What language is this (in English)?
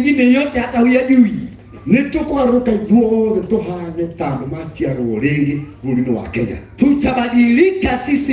Kikuyu